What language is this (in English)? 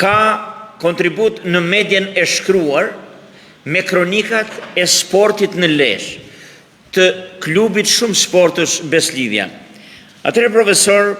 Albanian